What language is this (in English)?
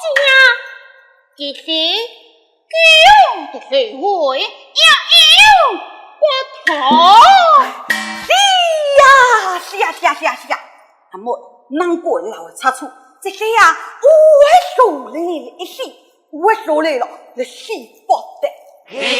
Pu-Xian Chinese